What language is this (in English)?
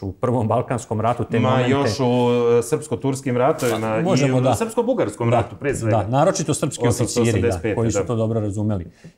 Serbian